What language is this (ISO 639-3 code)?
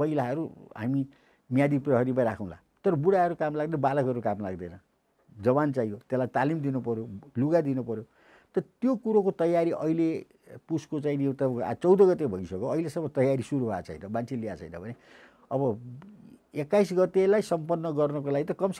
nep